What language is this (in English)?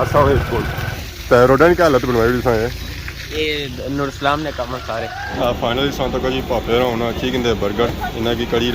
Pahari-Potwari